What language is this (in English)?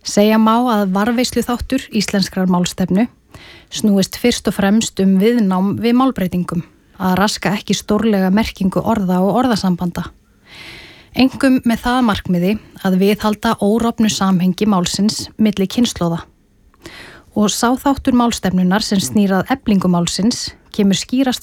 Icelandic